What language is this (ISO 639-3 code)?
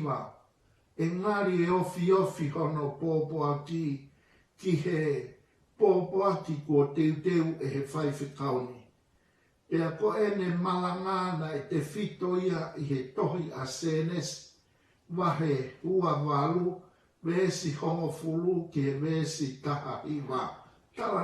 ton